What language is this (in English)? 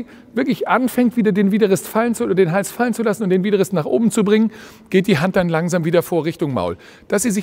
German